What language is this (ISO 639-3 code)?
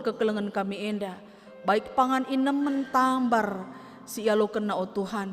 btx